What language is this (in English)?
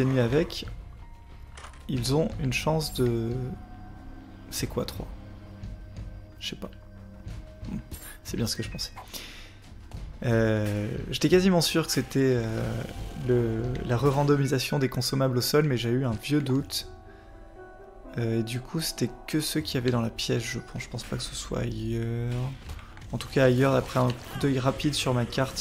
French